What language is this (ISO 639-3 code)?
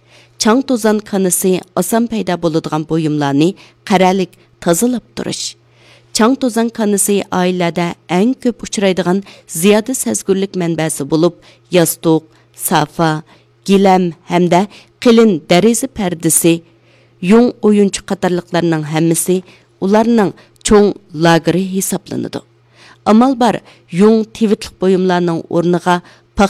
uig